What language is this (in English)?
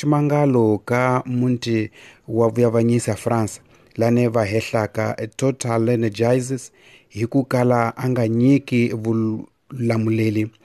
Tsonga